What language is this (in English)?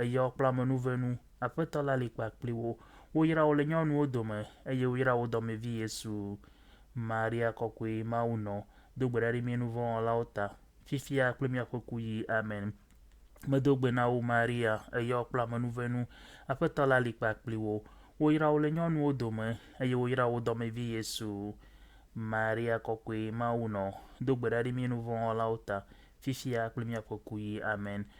Ewe